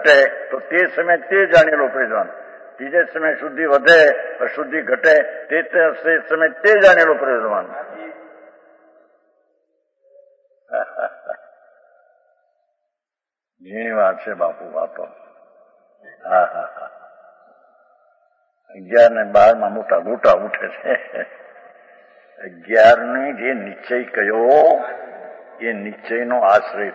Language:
Gujarati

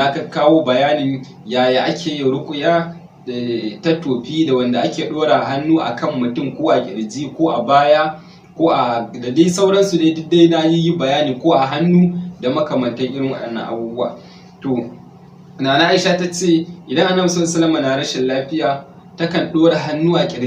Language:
Hausa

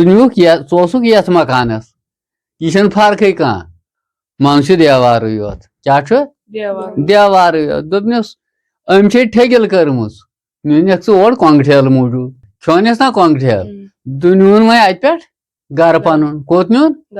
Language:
Kashmiri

